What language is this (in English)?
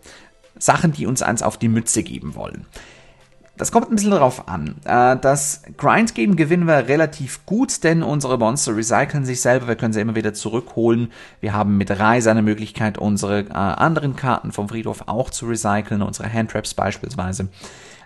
German